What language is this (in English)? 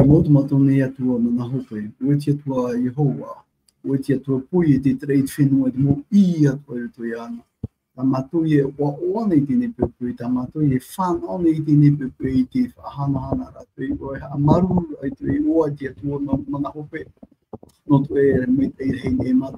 Tahitian